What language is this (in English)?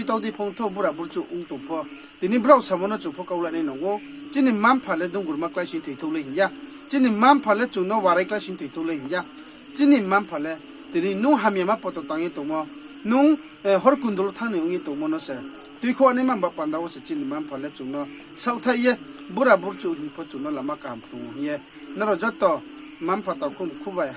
Riang (India)